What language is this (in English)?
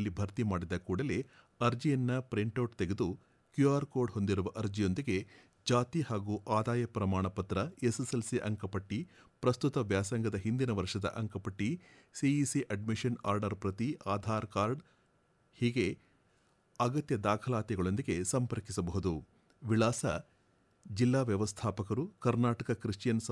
Kannada